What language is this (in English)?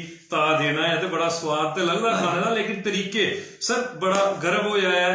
Dogri